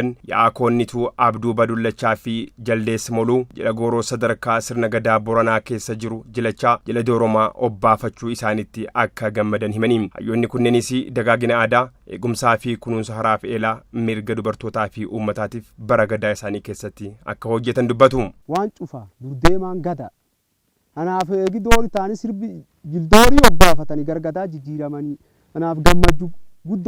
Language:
Oromo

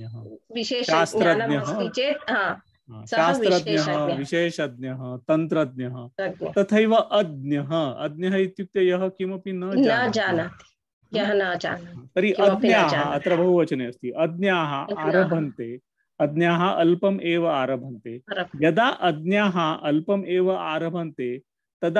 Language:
Sanskrit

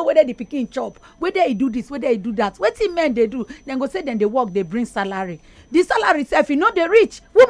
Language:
Nigerian Pidgin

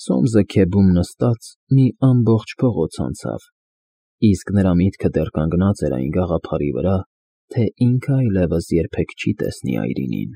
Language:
Armenian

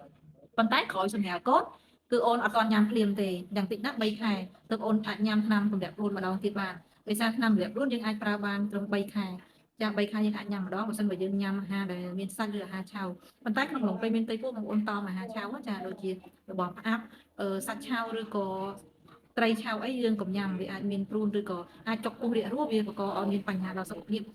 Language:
Khmer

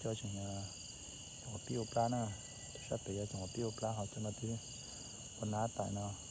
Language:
Hmong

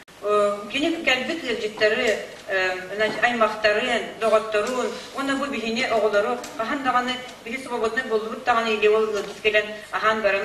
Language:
Yakut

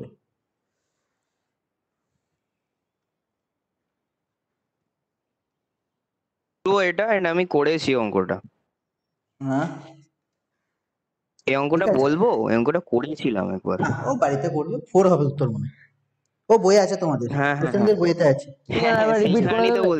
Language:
Bangla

